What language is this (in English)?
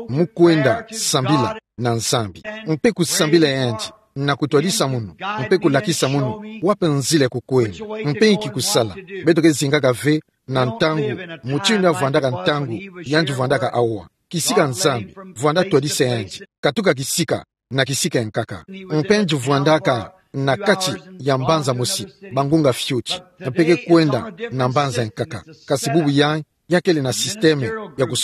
Kituba (Democratic Republic of Congo)